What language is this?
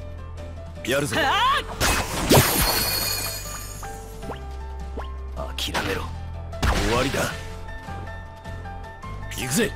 Japanese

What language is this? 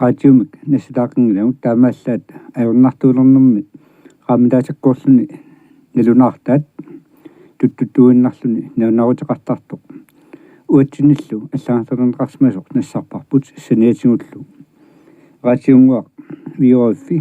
Kalaallisut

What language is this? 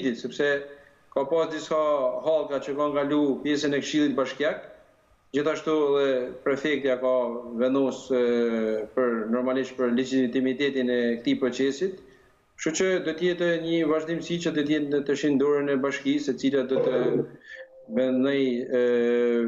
Albanian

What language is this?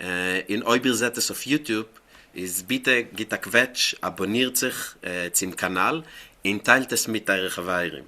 Yiddish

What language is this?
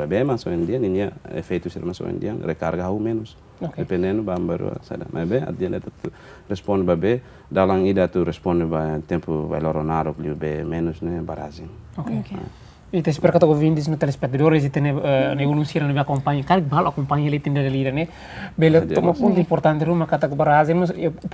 Tetum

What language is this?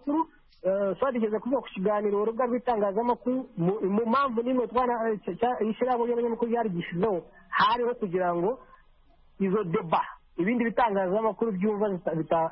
Kinyarwanda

